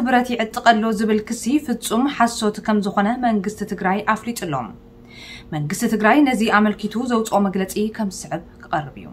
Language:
Tigrinya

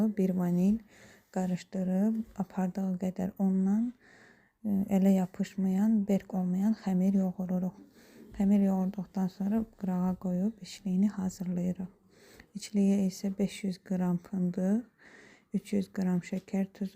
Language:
Azerbaijani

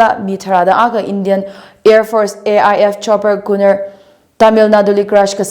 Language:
Tangkhul Naga (India)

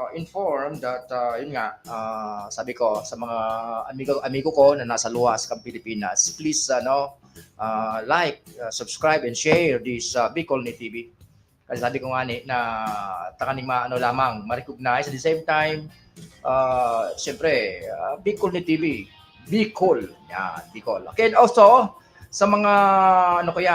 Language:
Bikol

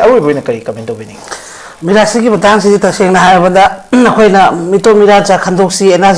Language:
Manipuri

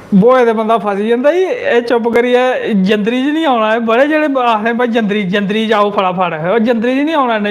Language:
Dogri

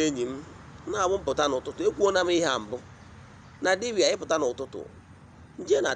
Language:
Igbo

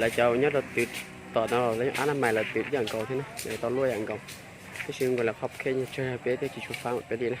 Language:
Hmong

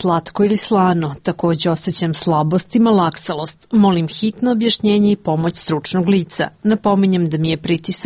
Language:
Croatian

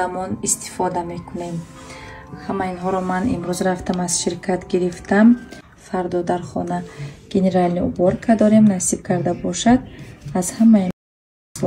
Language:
Tajik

